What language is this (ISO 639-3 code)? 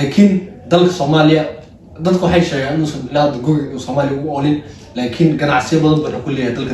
som